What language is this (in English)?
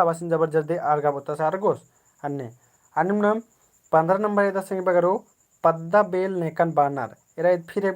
Kurukh